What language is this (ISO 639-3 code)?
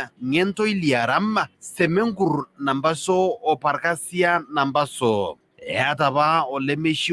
mas